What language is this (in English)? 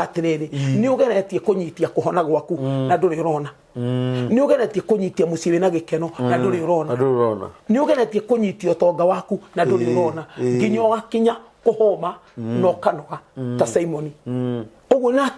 Kikuyu